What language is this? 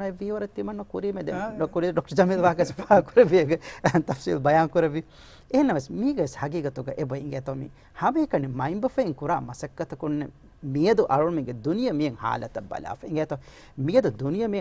Divehi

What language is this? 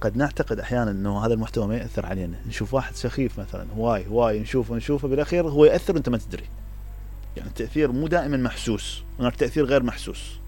Mesopotamian Arabic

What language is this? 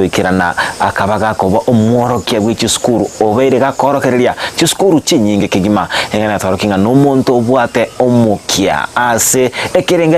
Gusii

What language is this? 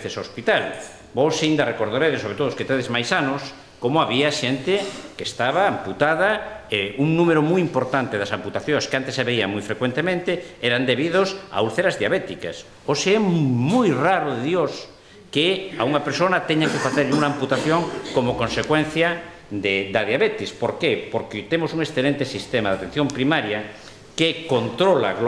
Galician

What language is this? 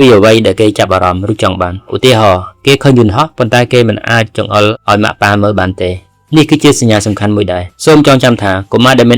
Khmer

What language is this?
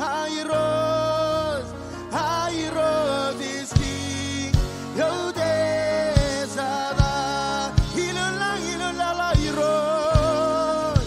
Marshallese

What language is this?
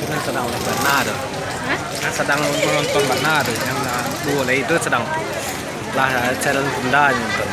Minangkabau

